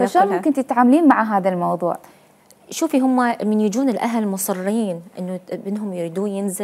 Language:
Mesopotamian Arabic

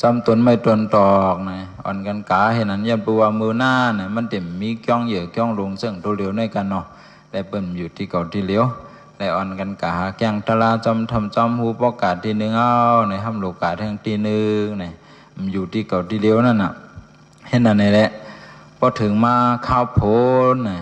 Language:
Shan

